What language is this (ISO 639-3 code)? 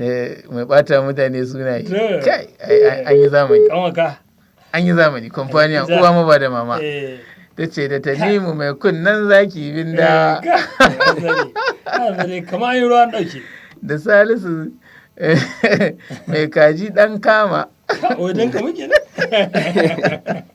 hau